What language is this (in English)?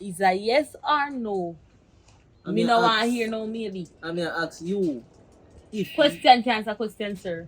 Jamaican Creole English